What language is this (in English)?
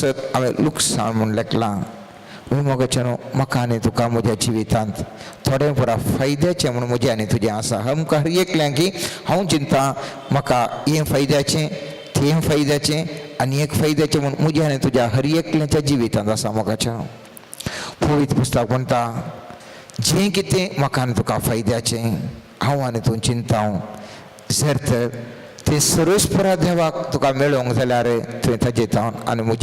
Konkani